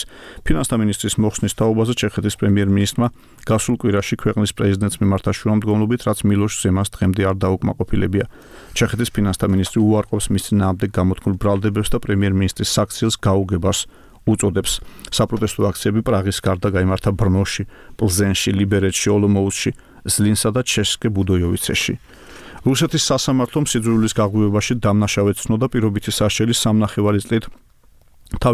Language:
Georgian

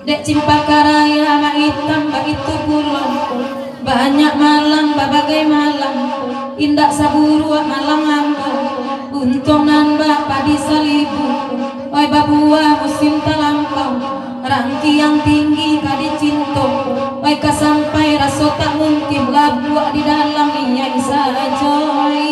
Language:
Minangkabau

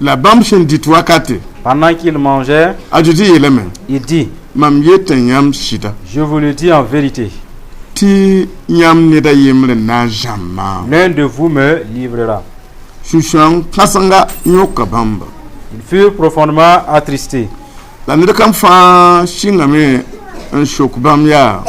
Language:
Mossi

